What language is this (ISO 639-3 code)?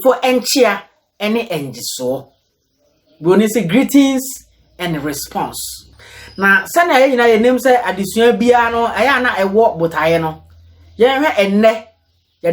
aka